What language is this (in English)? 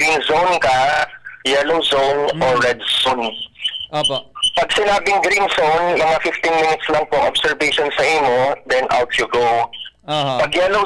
Bikol